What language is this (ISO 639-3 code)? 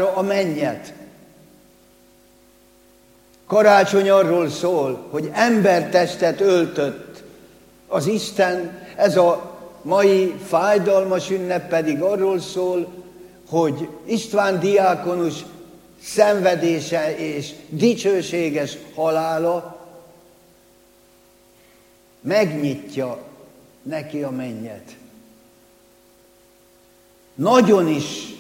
hun